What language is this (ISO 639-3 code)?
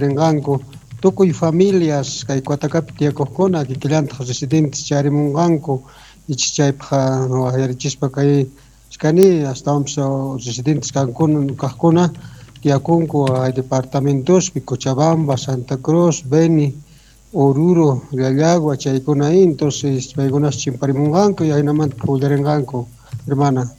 quh